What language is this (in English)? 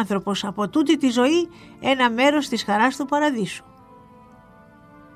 Greek